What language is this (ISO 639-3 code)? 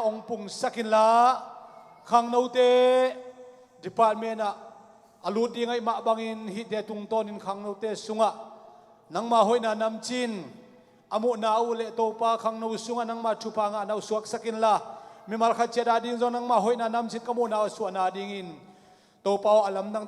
ctd